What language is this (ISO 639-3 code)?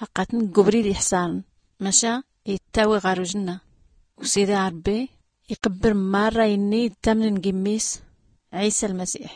shi